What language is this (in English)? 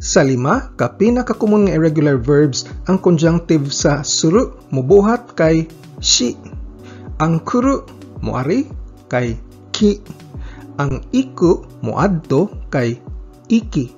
Cebuano